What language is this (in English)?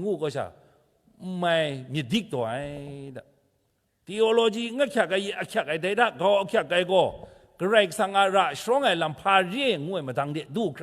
Kachin